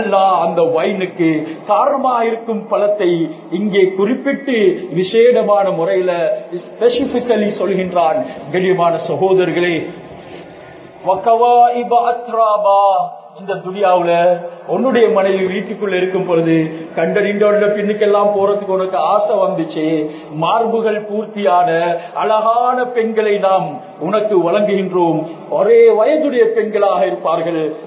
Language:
Tamil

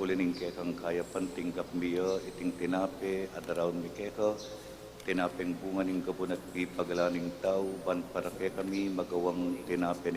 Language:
Pampanga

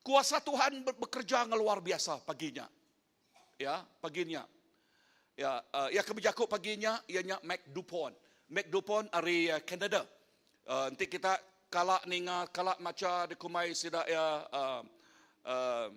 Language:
Iban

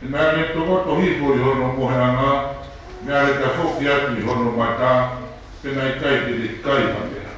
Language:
Tongan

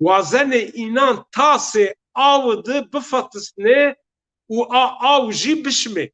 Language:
Zaza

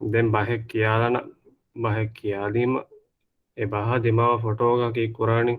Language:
Divehi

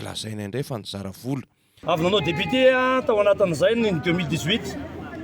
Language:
Malagasy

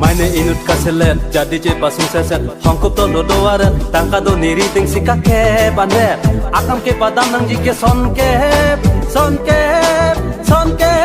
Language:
Karbi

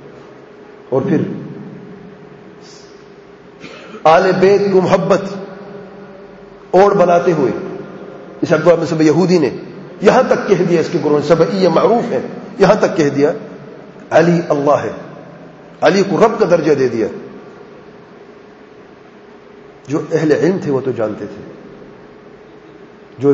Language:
Urdu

